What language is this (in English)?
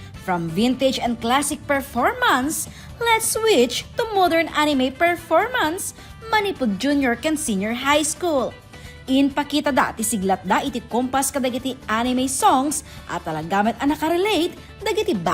Iloko